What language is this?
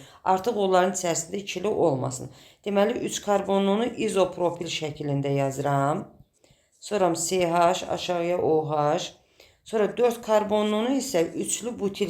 Azerbaijani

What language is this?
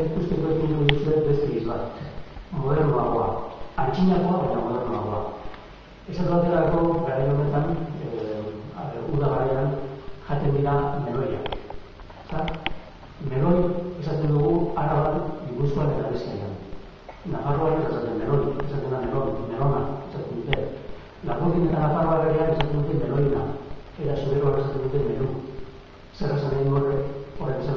Basque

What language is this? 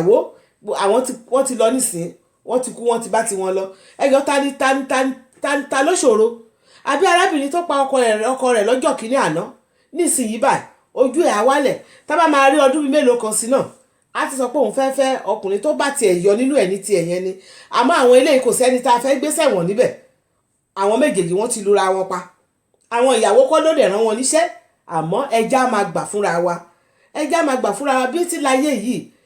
Yoruba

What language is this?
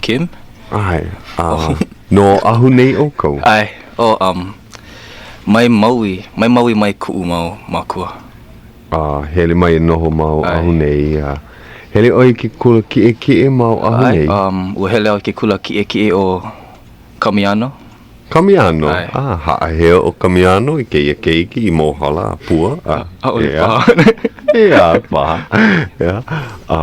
Hawaiian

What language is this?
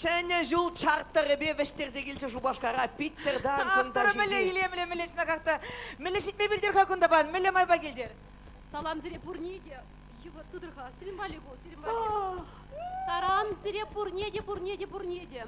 Chuvash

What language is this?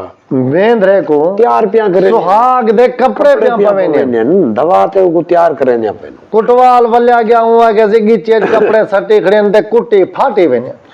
Saraiki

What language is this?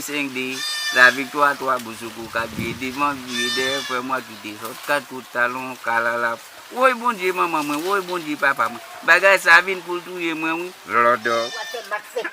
Haitian Creole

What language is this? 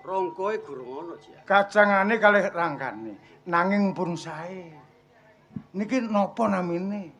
Javanese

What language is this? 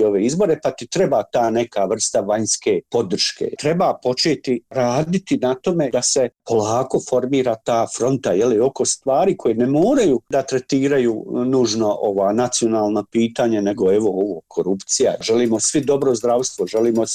Bosnian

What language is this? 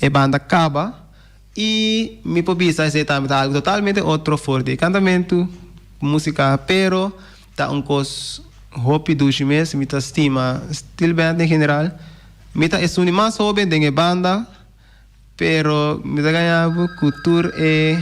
Papiamento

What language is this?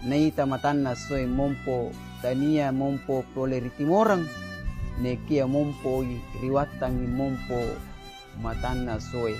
Buginese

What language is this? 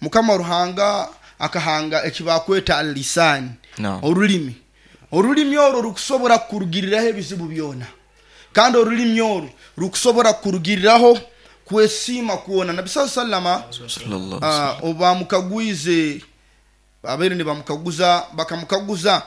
Nyoro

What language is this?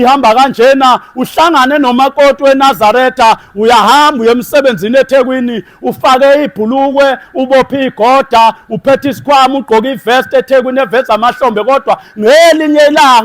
Zulu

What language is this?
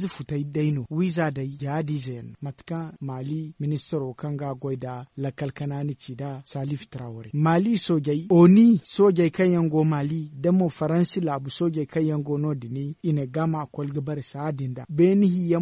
Zarma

